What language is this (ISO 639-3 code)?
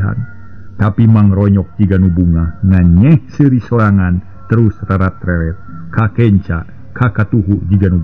sun